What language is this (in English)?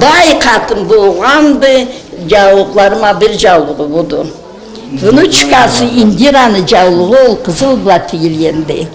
Karachay-Balkar